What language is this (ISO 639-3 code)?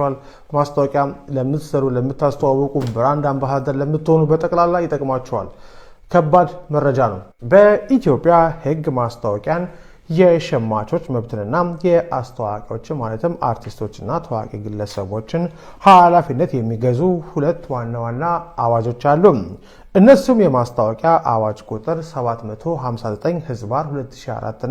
amh